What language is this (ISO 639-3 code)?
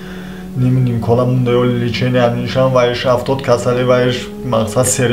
tgk